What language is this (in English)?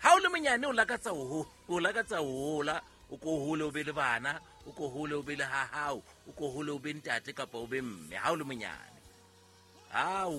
Southern Sotho